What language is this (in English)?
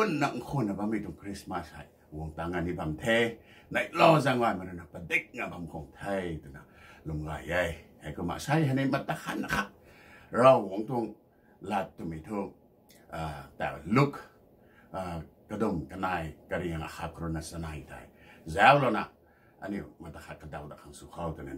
Rongmei Naga